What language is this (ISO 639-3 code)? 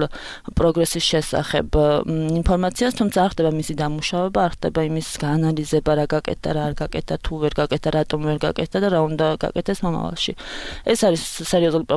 kat